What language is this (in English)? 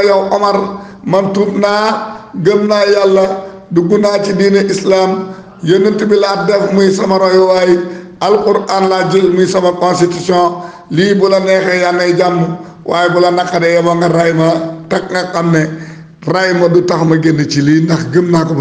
Wolof